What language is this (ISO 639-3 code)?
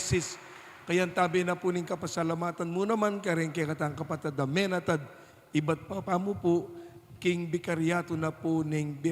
pam